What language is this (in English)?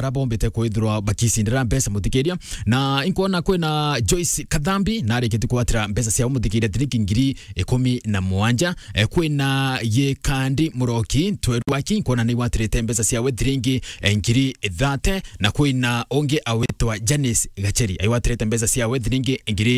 Meru